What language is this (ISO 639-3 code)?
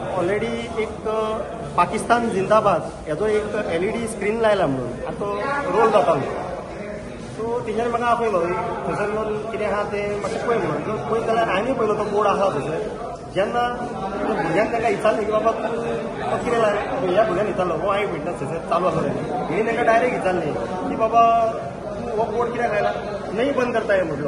kok